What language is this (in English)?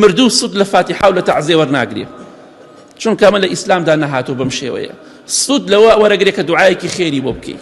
Central Kurdish